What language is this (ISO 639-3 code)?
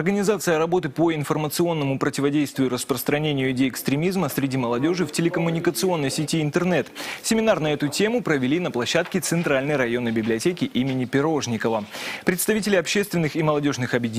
rus